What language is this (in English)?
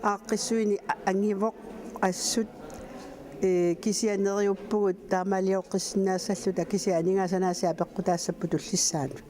Kalaallisut